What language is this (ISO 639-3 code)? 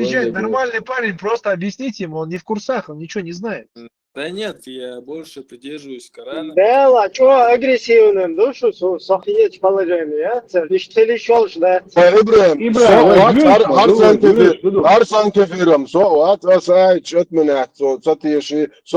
che